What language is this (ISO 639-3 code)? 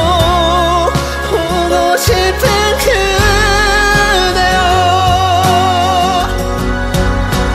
kor